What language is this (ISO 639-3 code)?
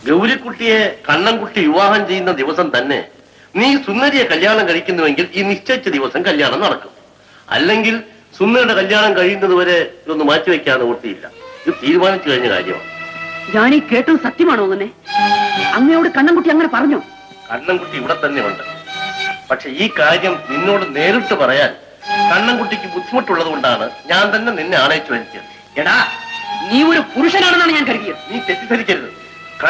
mal